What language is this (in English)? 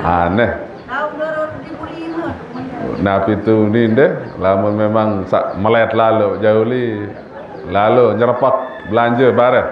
Sasak